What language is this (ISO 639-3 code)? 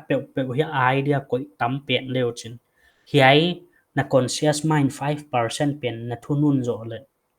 pck